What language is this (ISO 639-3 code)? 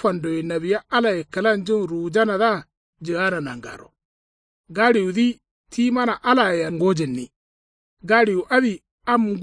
kau